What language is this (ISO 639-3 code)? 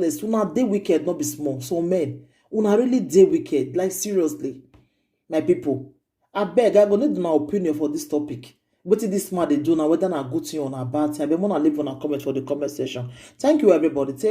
pcm